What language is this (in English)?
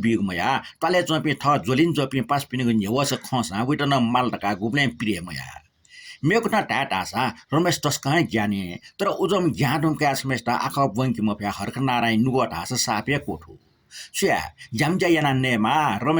Newari